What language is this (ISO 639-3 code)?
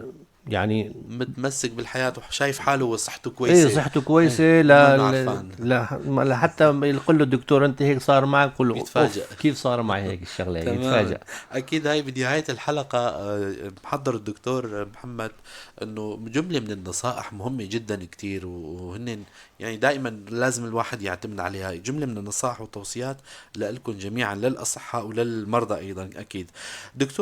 apc